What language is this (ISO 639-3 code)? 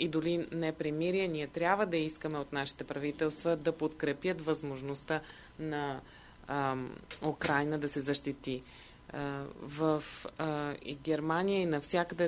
bul